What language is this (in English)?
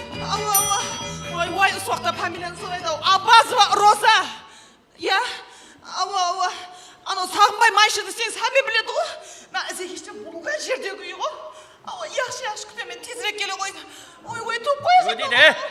Kara-Kalpak